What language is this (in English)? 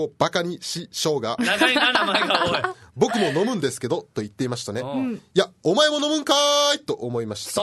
Japanese